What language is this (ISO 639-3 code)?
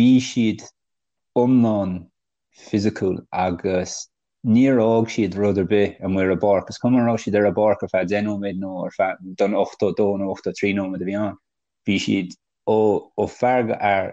gle